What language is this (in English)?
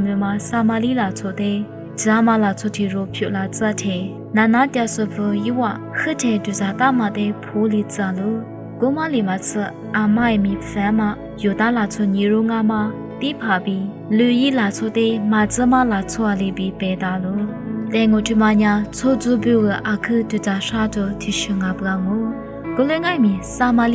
Lisu